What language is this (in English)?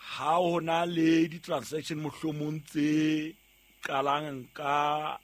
Southern Sotho